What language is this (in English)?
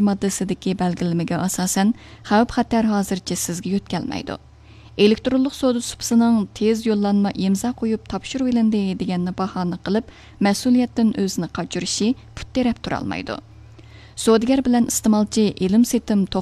Uyghur